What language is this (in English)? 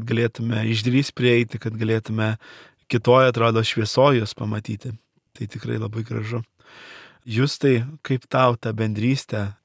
Lithuanian